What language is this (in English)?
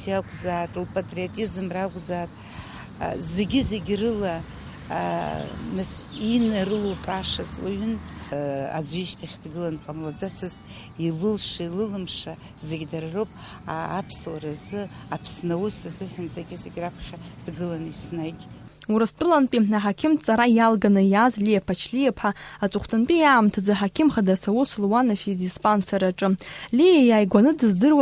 Abkhazian